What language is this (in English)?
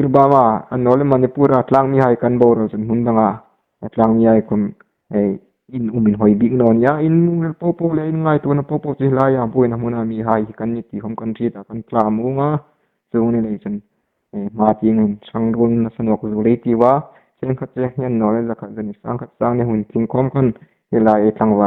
Hmar